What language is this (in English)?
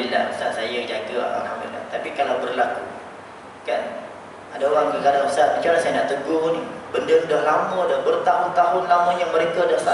Malay